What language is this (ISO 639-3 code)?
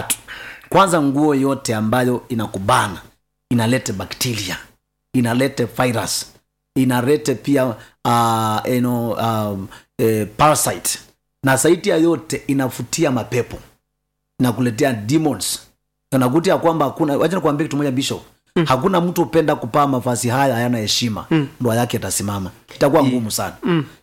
swa